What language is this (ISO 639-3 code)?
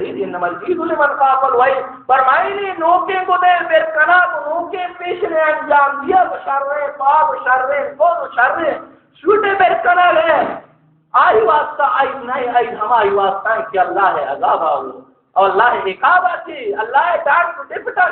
bal